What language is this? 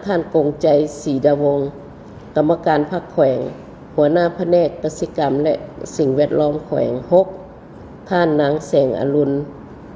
Lao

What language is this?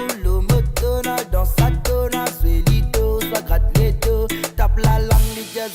Morisyen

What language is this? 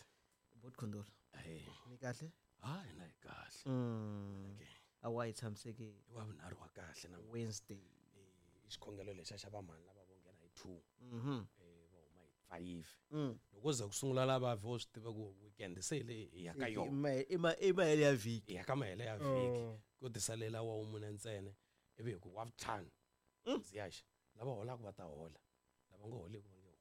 Tsonga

